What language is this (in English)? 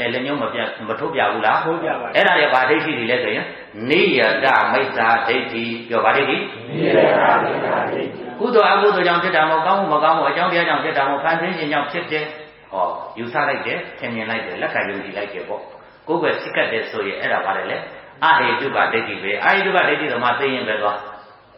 Burmese